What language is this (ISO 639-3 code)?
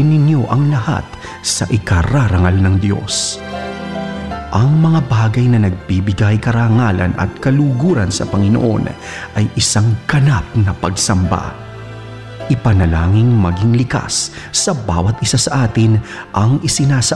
fil